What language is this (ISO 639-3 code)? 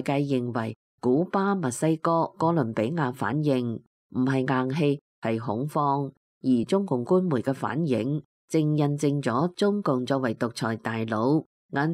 yue